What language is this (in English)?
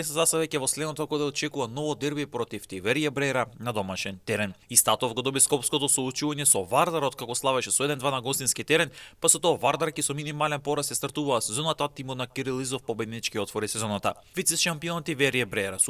Macedonian